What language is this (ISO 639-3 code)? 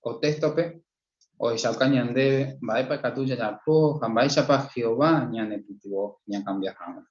grn